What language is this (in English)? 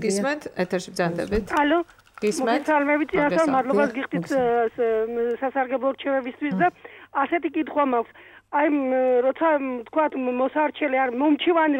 Georgian